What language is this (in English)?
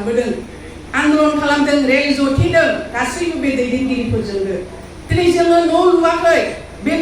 Bodo